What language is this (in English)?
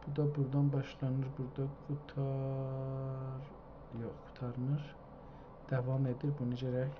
South Azerbaijani